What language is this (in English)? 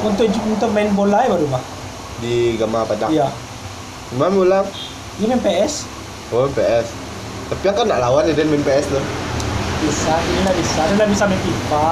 Minangkabau